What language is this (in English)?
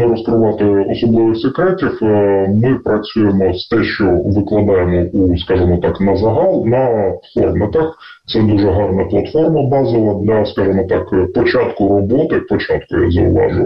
Ukrainian